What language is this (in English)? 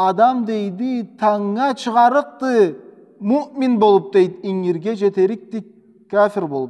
Karachay-Balkar